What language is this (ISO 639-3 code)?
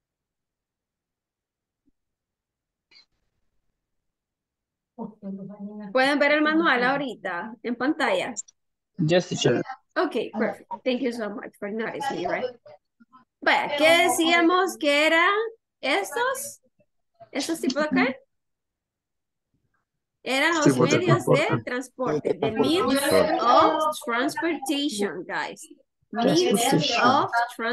spa